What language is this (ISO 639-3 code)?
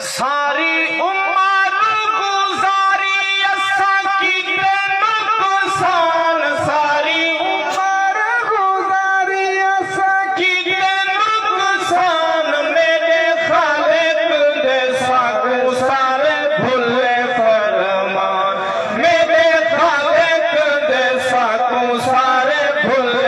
skr